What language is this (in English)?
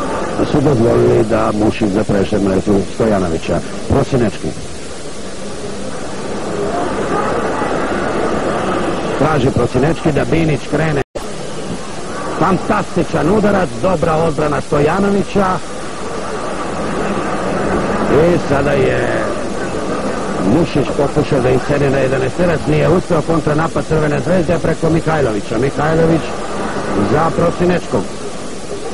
Serbian